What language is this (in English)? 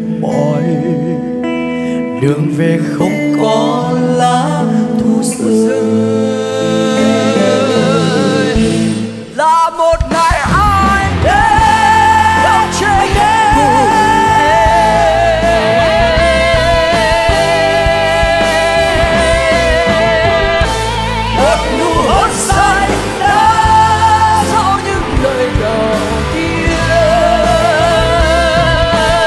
Vietnamese